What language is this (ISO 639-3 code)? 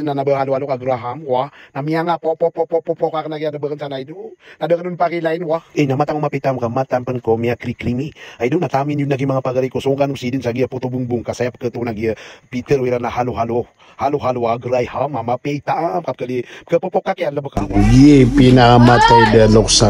mrw